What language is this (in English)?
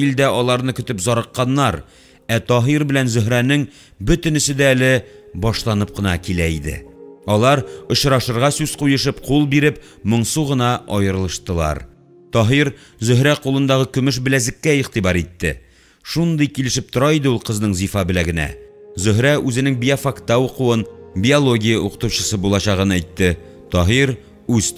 Tatar